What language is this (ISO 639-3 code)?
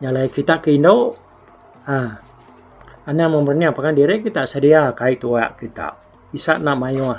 iba